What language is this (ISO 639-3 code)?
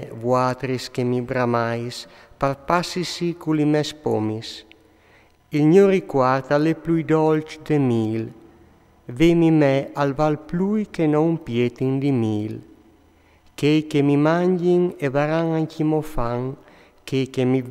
fur